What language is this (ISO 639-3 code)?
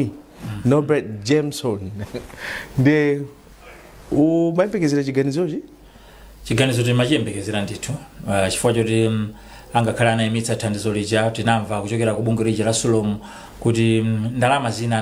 nya